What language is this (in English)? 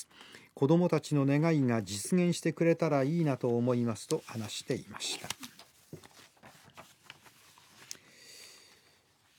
Japanese